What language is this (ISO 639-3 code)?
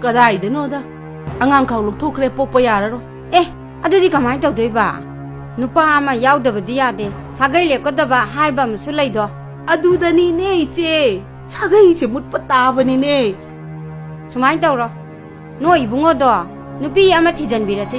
mni